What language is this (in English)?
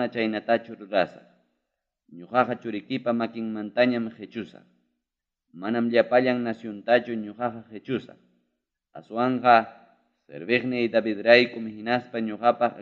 Ayacucho Quechua